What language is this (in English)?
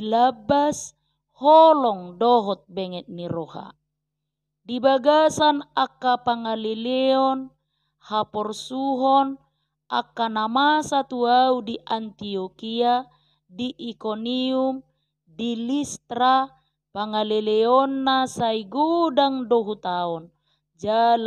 Batak Toba